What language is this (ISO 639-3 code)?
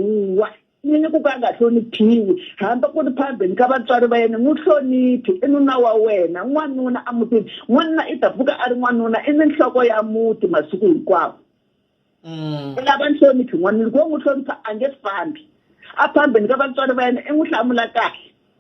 tso